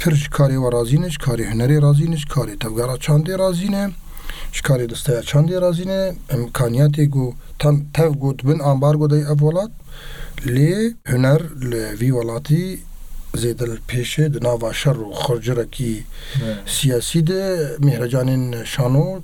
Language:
Kurdish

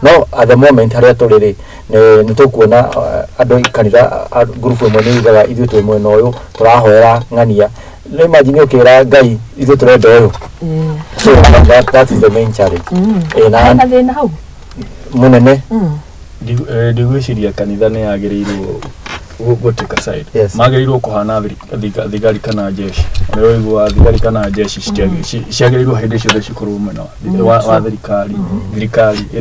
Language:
Kikuyu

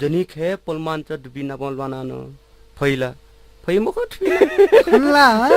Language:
Newari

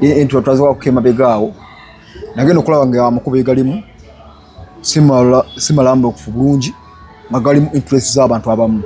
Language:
Ganda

